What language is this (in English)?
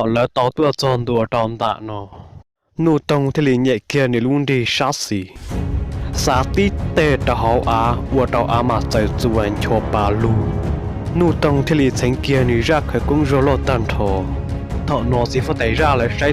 Hmong